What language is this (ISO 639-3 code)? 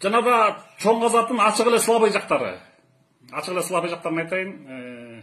kir